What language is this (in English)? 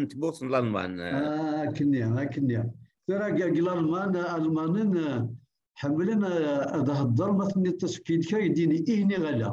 Kabyle